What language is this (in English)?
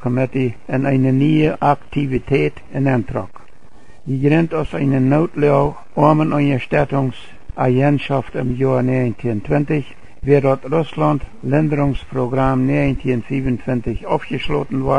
Plautdietsch